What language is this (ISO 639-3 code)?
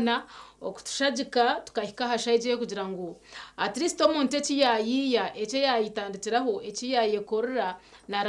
nyn